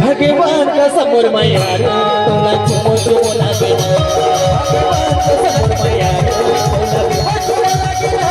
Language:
Chhattisgarhi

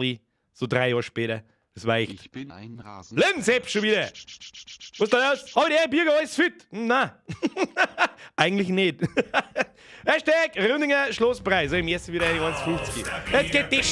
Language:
Bavarian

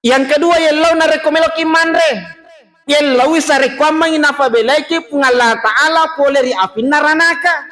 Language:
Buginese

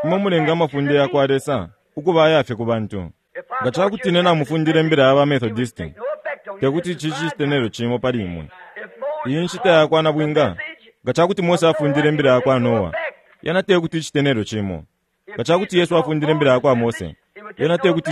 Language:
Bemba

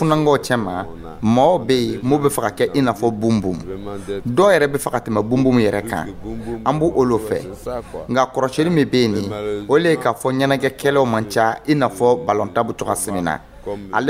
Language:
Dyula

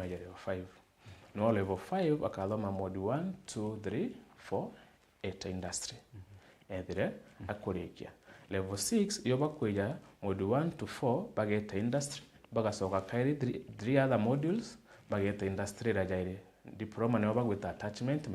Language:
Meru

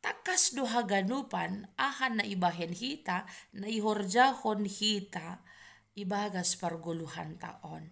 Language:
Batak Simalungun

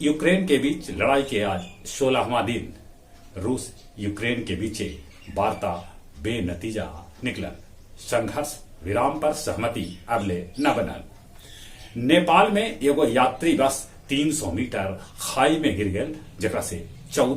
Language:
Magahi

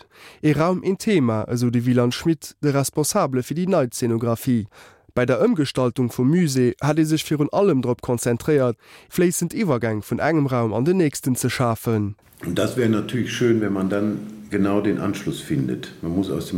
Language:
Luxembourgish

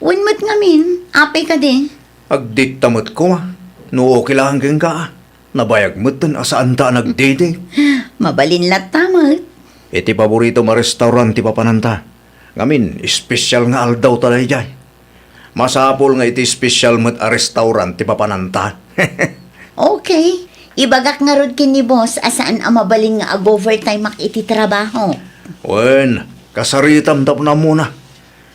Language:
Iloko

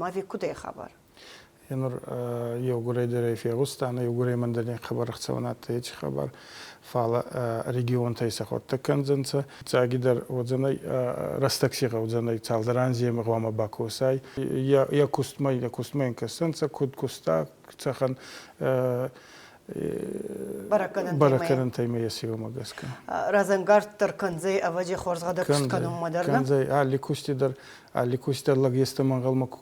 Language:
Ossetic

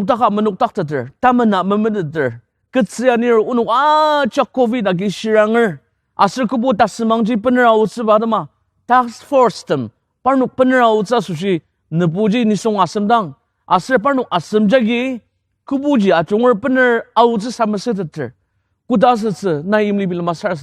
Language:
Ao Naga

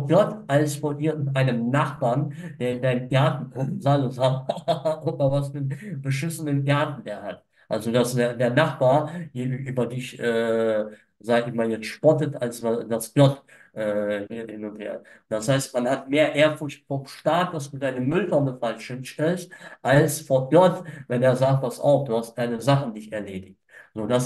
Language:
German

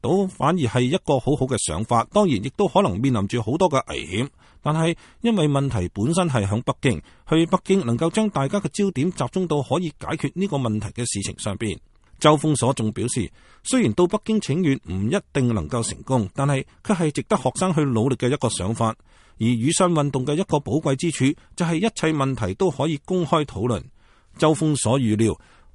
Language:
Cantonese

